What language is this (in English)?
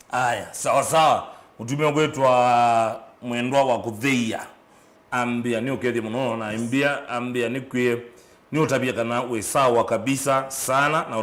Kamba